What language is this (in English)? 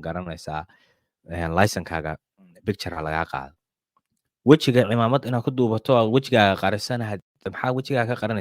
Somali